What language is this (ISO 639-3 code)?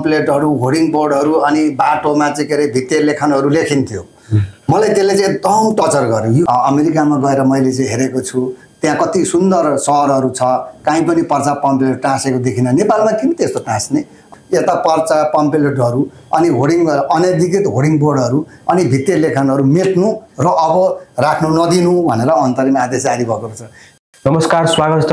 nep